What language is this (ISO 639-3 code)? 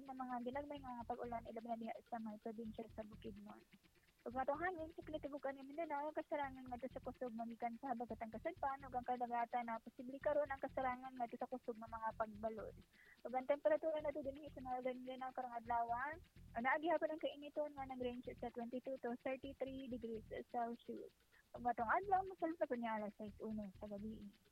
ceb